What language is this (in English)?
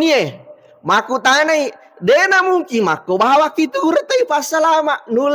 Buginese